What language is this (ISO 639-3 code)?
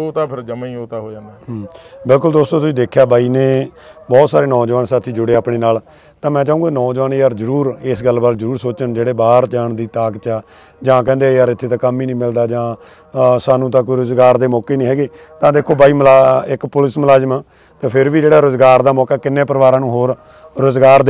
pan